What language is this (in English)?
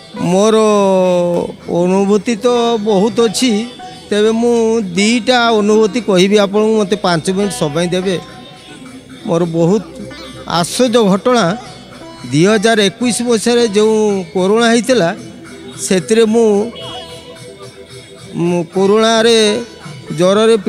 Odia